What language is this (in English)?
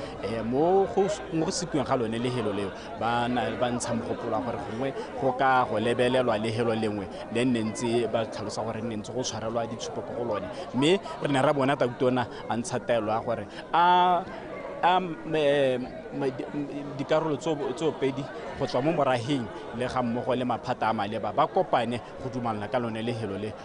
Tswana